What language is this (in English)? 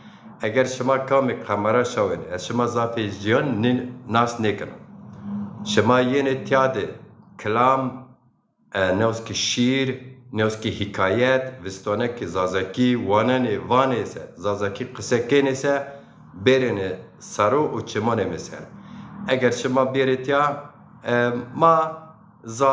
Zaza